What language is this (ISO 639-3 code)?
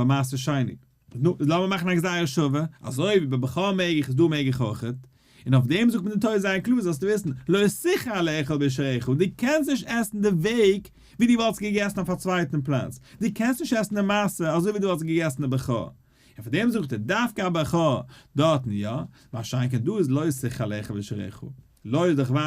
yid